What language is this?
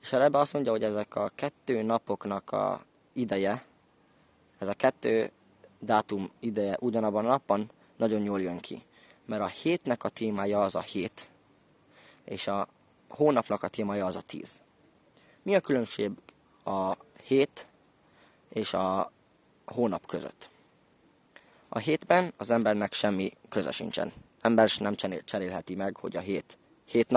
Hungarian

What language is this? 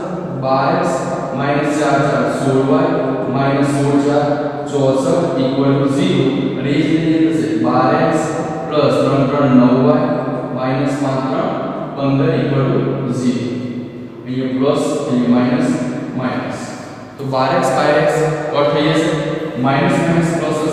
Gujarati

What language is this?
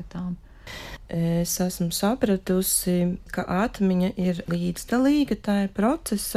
Latvian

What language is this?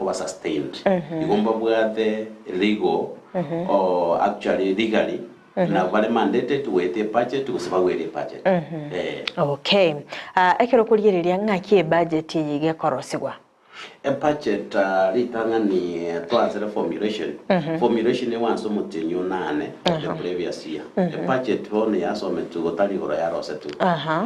Gusii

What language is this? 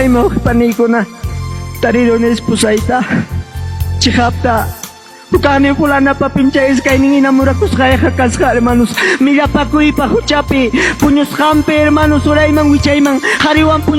Ayacucho Quechua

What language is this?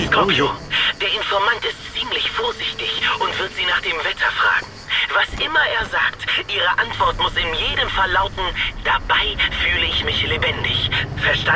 Bavarian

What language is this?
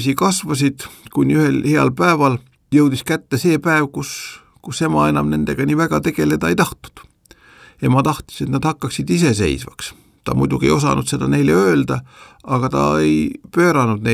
Estonian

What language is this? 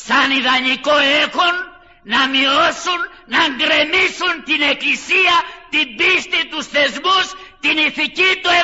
Greek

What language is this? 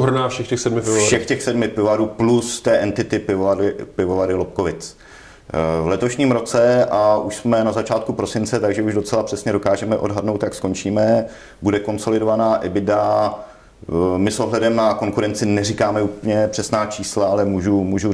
Czech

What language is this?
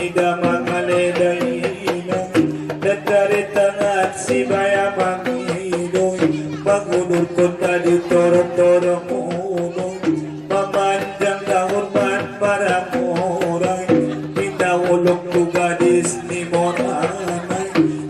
Batak Angkola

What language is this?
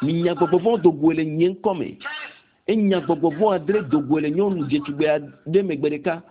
Ewe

